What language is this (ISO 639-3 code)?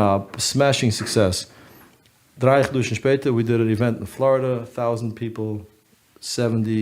yid